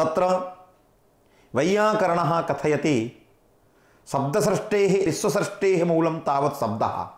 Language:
Sanskrit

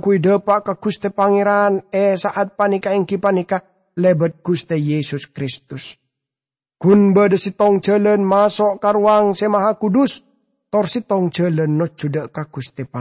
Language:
Madurese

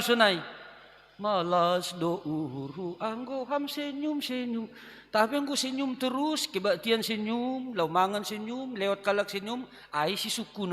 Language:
Batak Simalungun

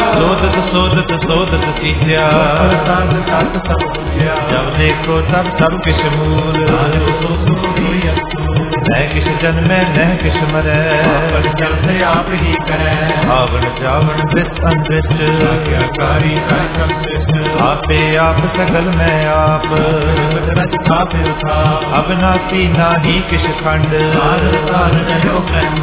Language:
Punjabi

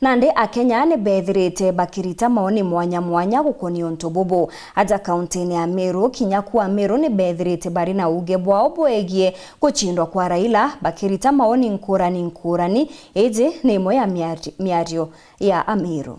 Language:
Meru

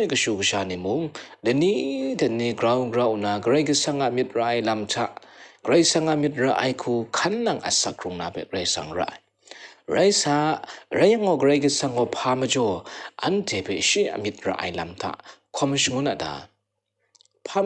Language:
Kachin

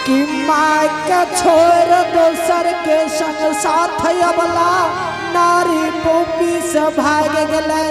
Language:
Angika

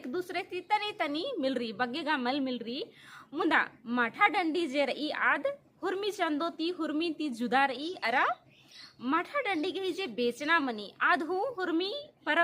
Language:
Kurukh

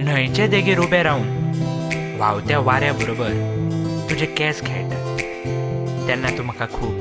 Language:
Konkani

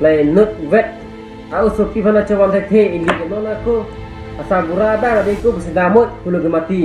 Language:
Karbi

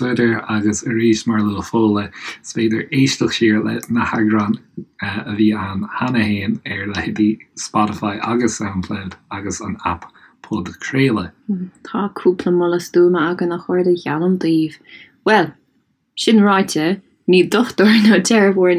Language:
Irish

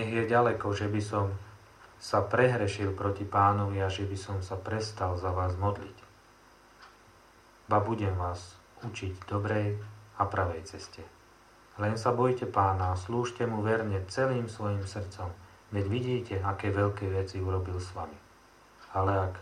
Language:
Slovak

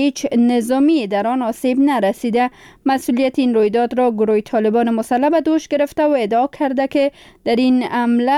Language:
Persian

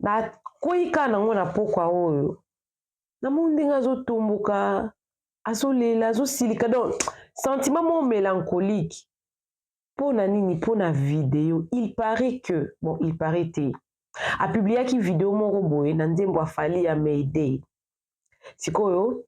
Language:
Lingala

